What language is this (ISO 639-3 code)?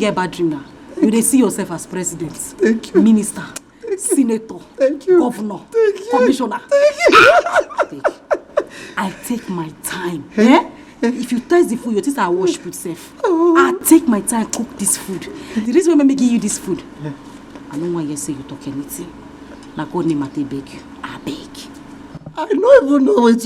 pcm